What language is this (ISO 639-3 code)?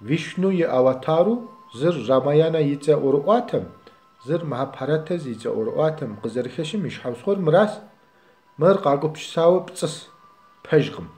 kbd